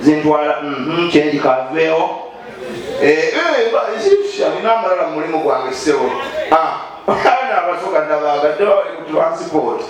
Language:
Ganda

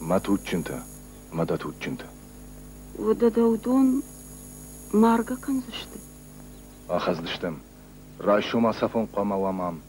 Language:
Ossetic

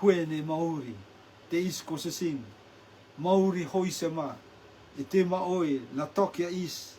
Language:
Rotuman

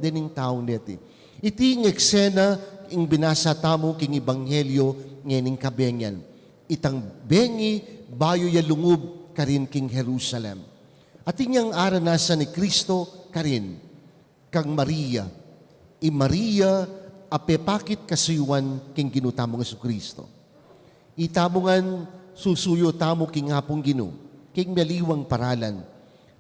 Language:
Pampanga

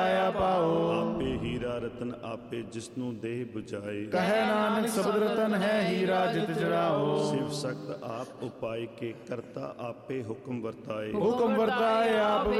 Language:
Punjabi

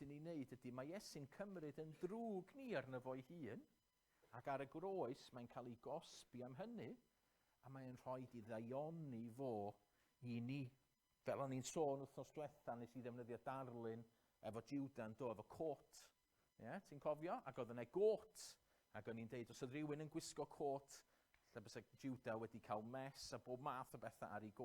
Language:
Welsh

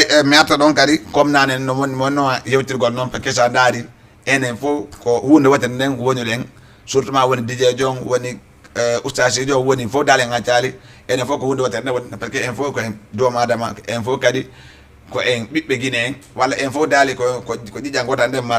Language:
Fula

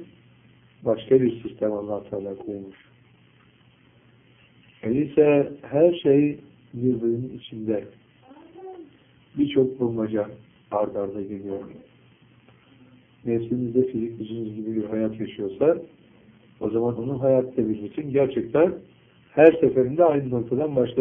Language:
Turkish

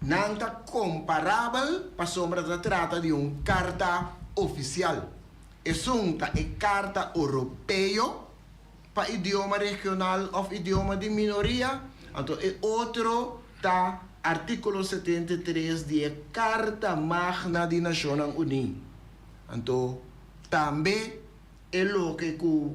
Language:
Papiamento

